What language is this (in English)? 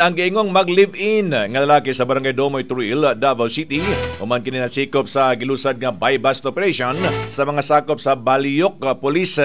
Cebuano